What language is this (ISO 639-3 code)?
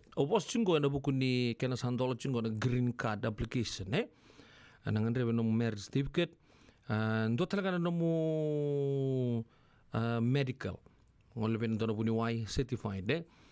fij